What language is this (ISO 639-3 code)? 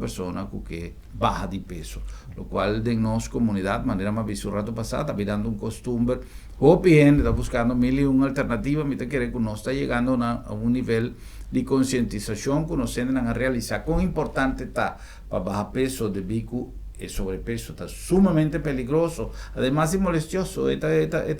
pap